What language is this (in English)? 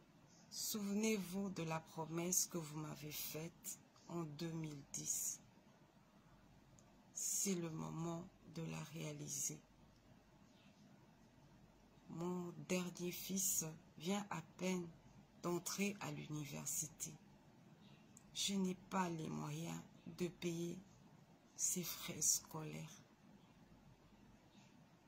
French